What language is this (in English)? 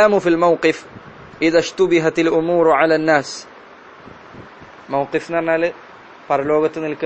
Malayalam